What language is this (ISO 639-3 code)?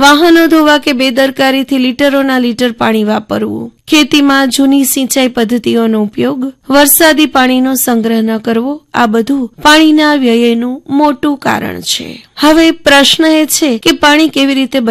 guj